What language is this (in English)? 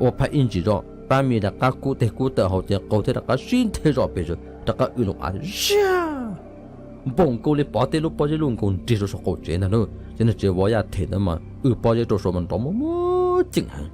Hmong